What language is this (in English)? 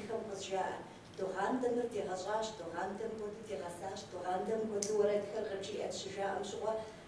Kabardian